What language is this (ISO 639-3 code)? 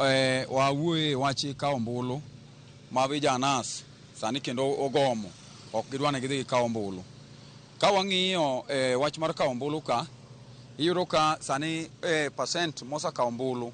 luo